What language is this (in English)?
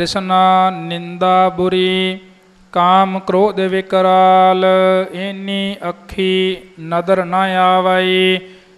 Punjabi